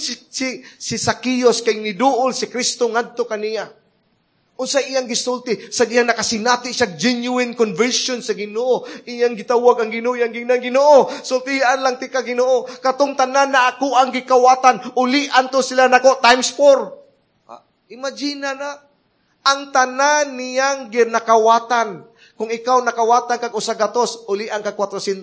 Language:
Cebuano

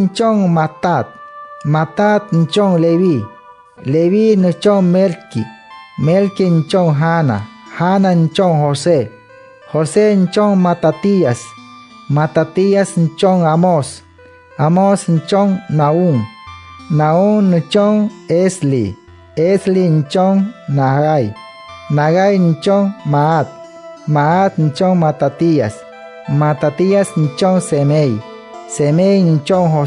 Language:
Wayuu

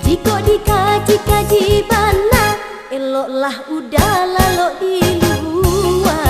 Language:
Minangkabau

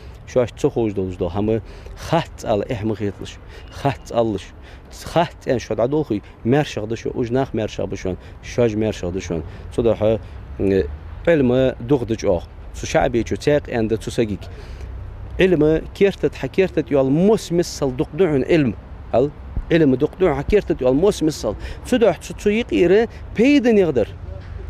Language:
Ingush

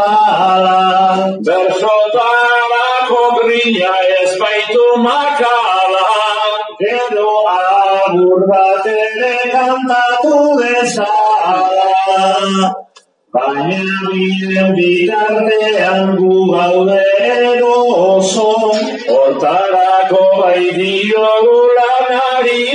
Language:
Basque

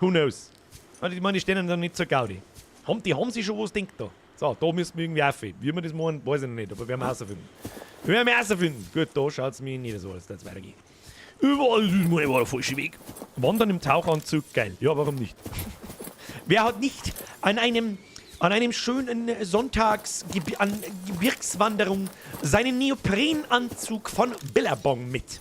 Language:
Bavarian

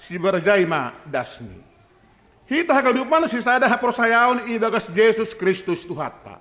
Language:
Batak Simalungun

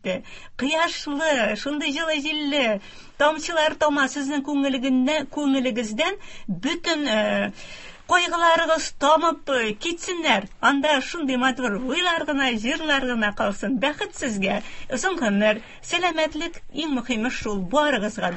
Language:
Tatar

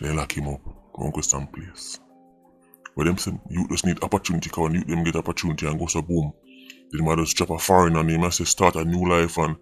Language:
Jamaican Creole English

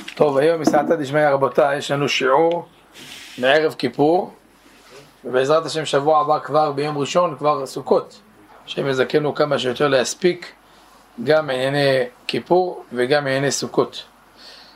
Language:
Hebrew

